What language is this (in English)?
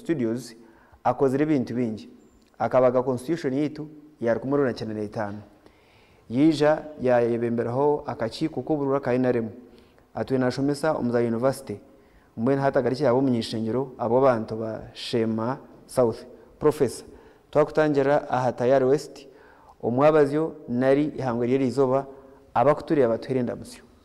Nyankole